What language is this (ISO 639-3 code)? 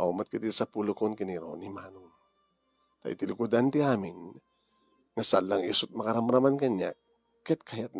ilo